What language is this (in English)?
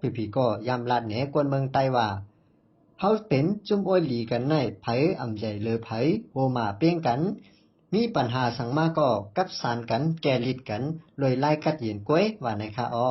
Shan